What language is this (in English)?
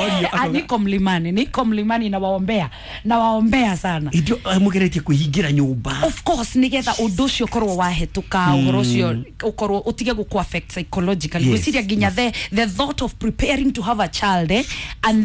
Kikuyu